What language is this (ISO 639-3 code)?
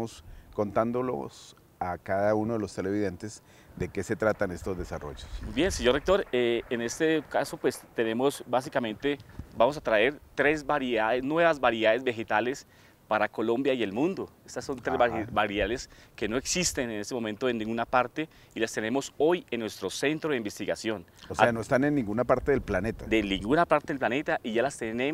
spa